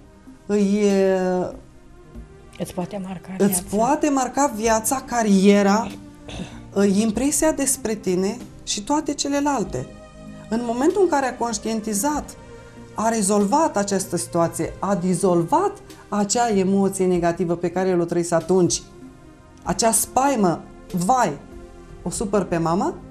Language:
Romanian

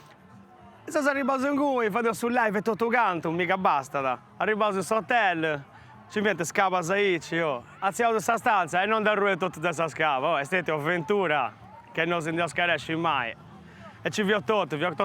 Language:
Sardinian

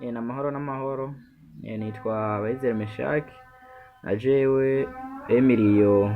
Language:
Rundi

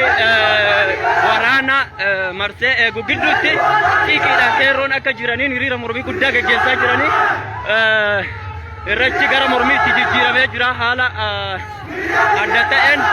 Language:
Oromo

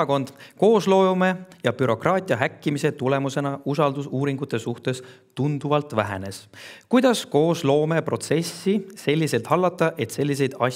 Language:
Estonian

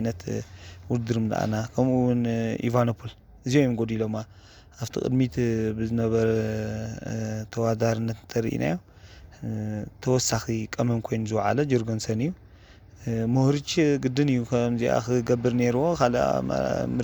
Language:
Tigrinya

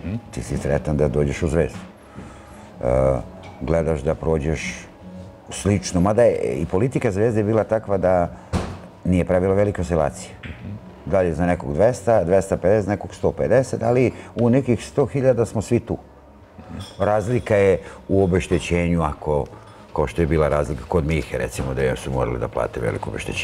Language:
Serbian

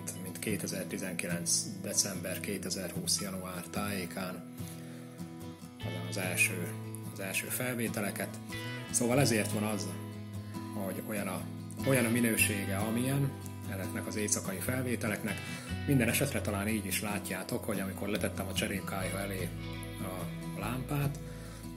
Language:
Hungarian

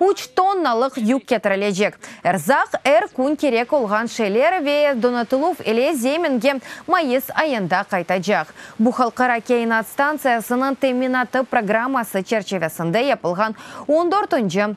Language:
Crimean Tatar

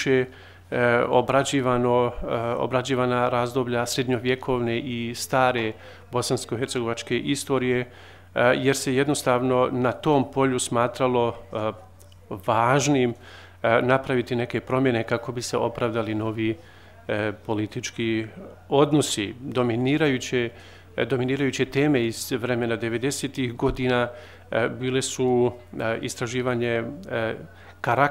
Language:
Bosnian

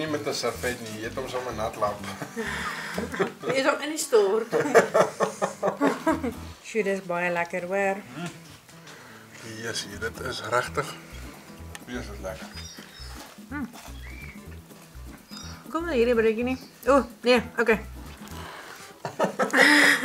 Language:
Afrikaans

